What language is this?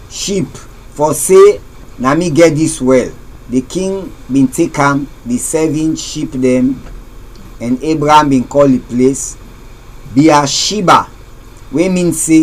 Krio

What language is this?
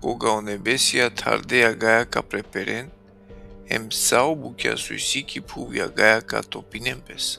Balkan Romani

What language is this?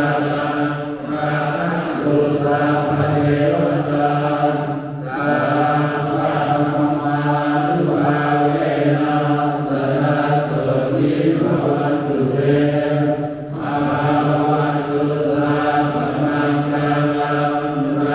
Pali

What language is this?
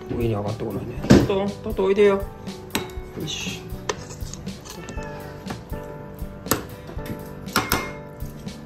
Japanese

